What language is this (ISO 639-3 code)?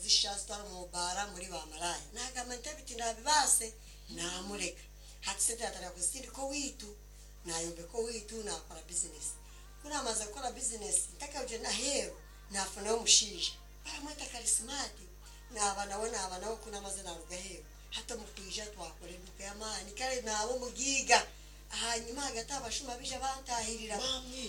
nyn